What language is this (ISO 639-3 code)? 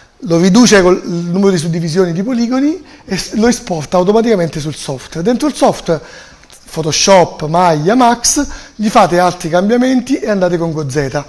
ita